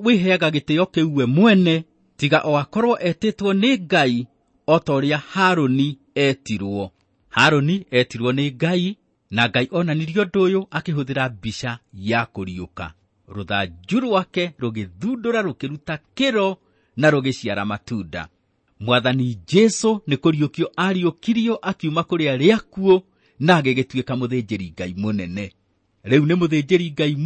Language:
Kikuyu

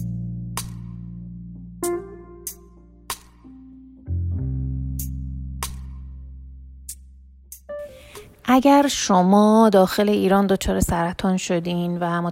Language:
Persian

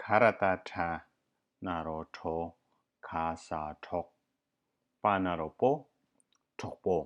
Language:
Tibetan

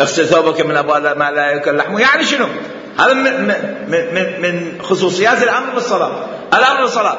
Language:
Mesopotamian Arabic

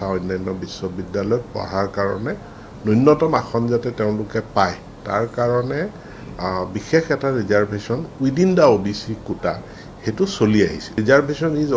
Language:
Assamese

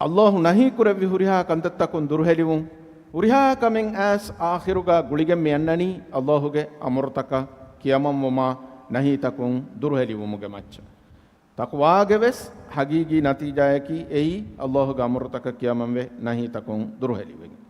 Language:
Divehi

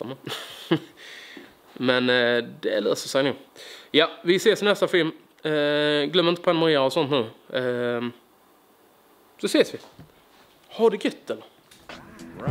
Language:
Swedish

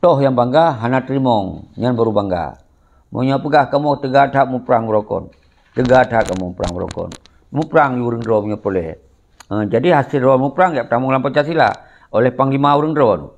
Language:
Achinese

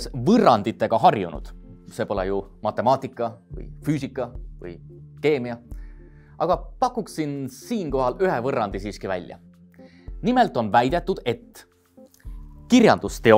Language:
Estonian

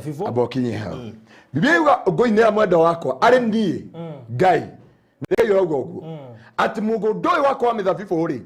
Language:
Kikuyu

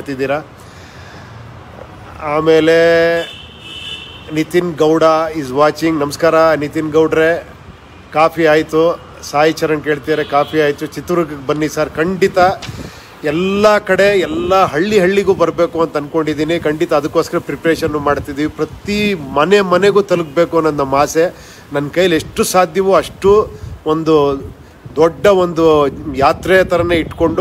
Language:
Kannada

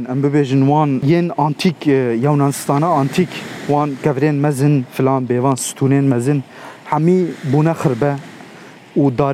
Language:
Kurdish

